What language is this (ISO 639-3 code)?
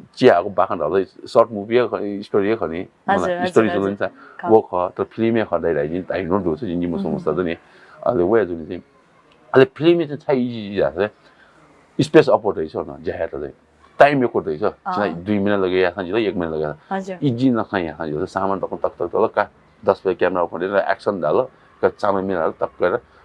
new